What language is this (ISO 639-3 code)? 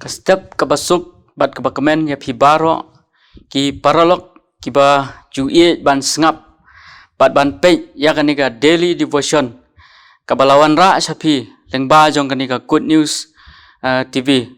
kha